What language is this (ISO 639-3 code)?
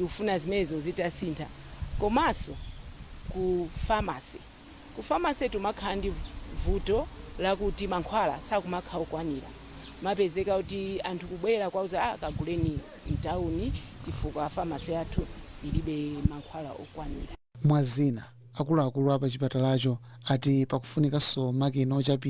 nya